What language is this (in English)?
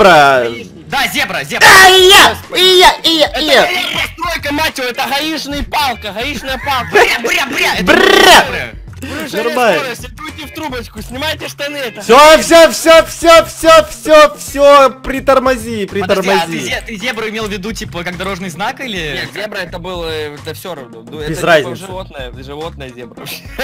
Russian